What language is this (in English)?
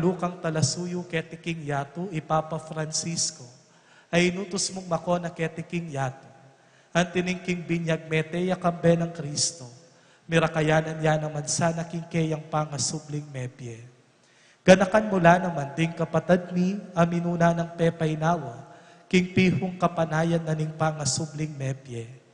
Pampanga